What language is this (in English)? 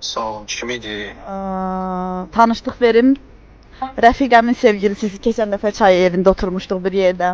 Azerbaijani